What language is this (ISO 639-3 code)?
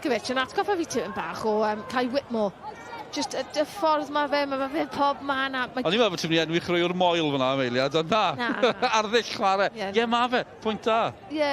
cym